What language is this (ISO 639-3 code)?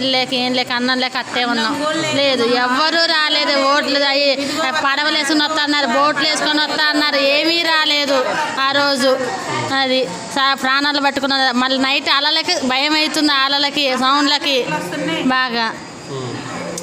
tel